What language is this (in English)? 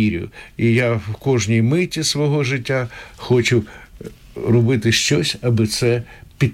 Ukrainian